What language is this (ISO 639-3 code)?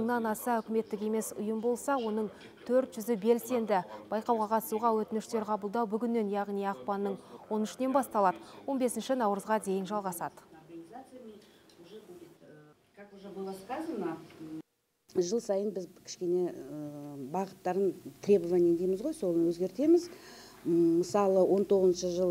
kaz